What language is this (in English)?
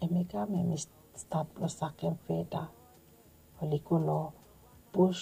Bislama